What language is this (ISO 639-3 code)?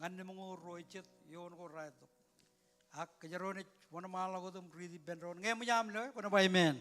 mah